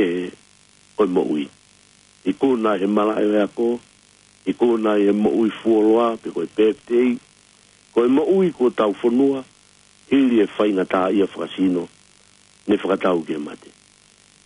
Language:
Tongan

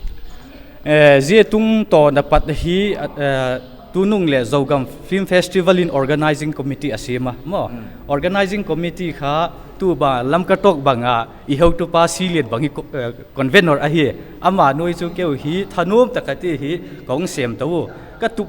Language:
Paite Chin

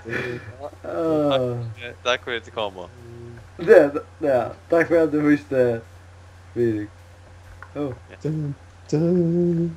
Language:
Faroese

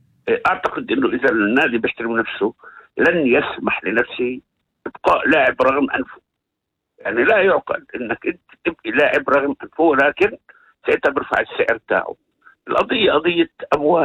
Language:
North Levantine Arabic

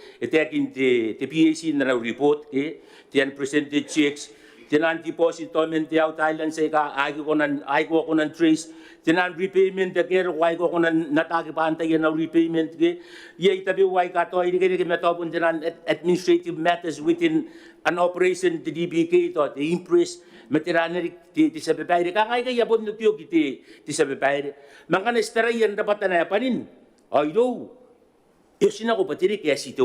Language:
Gilbertese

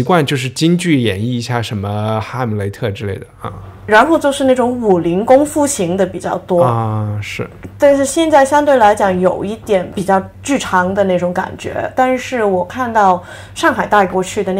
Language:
Chinese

